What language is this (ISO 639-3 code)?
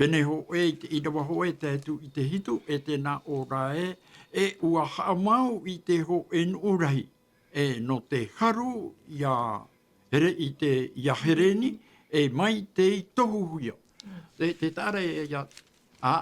tah